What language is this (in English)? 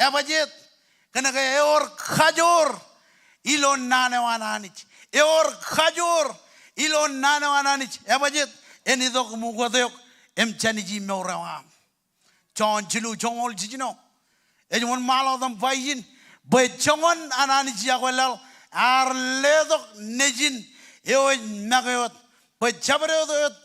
Marshallese